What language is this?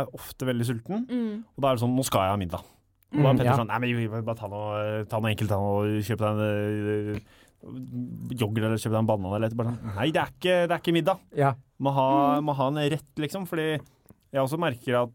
Norwegian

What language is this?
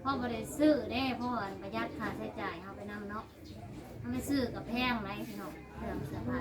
Northeastern Thai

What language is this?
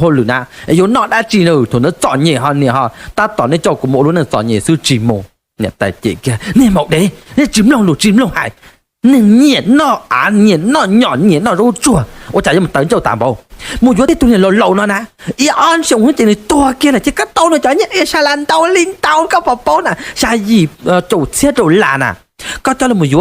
Hmong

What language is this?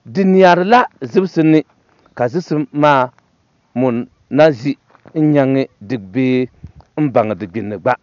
Dagbani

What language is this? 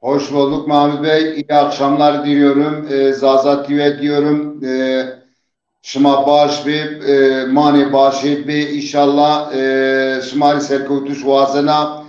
Zaza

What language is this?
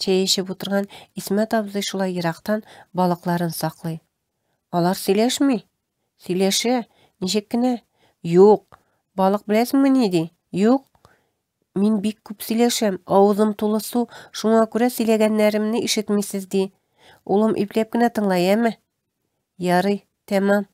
Tatar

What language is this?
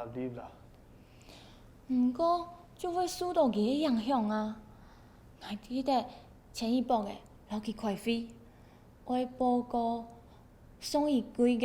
Hakka Chinese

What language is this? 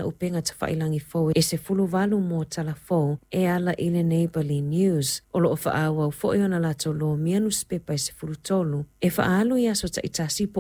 Samoan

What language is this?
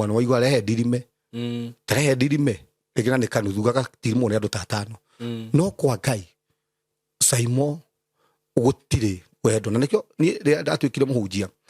Kikuyu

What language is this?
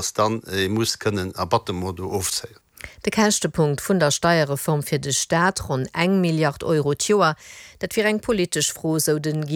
Luxembourgish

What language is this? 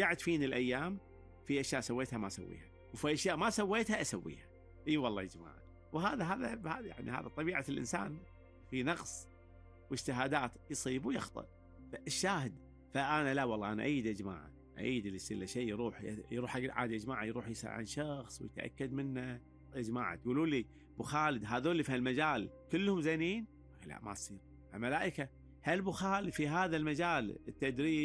Gulf Arabic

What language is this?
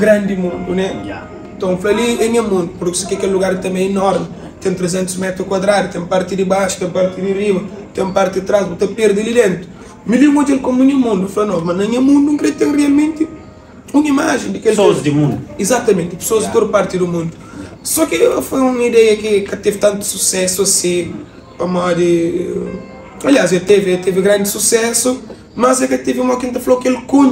Kabuverdianu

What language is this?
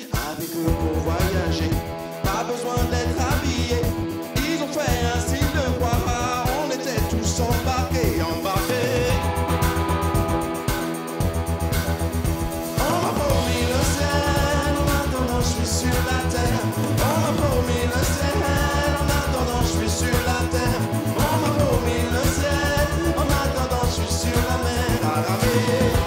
French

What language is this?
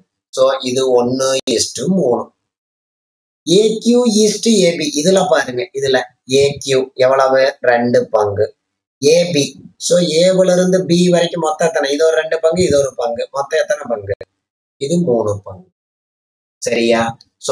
Tamil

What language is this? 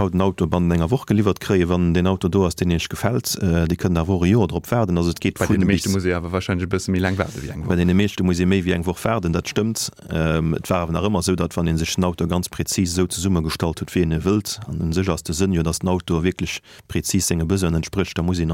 Luxembourgish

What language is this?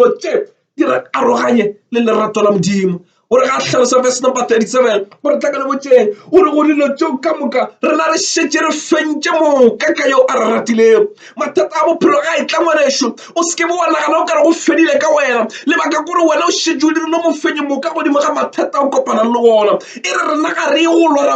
Northern Sotho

